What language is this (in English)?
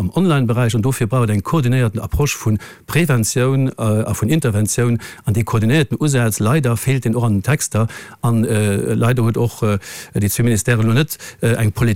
Luxembourgish